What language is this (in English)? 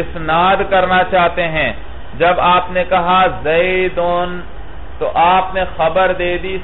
Urdu